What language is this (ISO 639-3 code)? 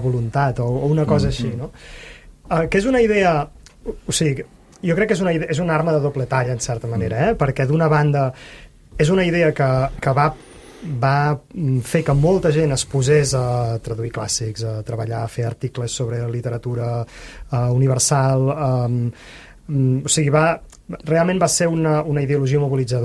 cat